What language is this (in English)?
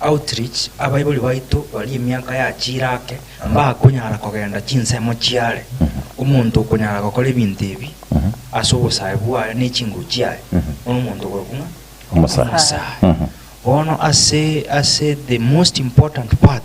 Gusii